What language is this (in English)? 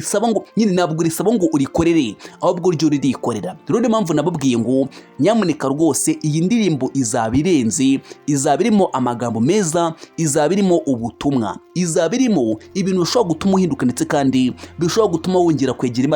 Kinyarwanda